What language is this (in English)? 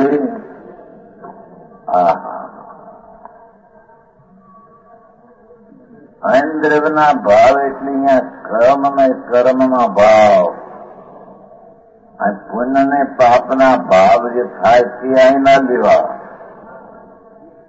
Gujarati